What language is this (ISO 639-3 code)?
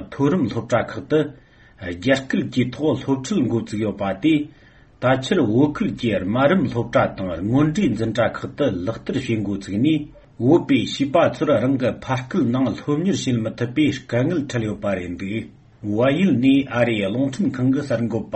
bod